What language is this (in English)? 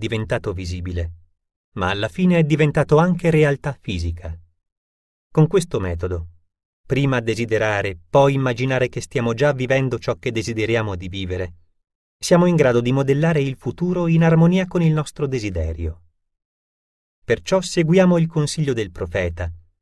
Italian